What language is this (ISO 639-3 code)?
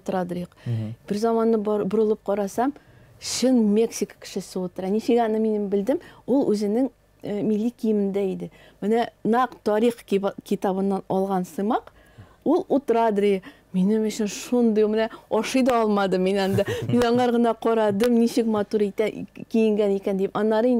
tat